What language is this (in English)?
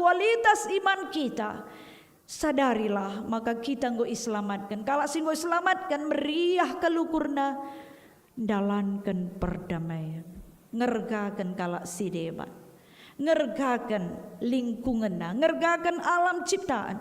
Batak Karo